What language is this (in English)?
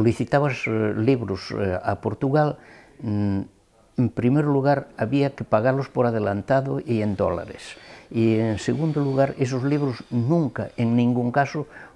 Galician